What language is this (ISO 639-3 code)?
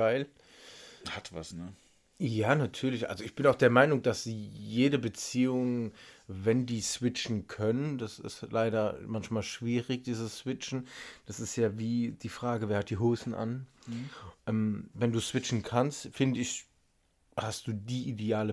deu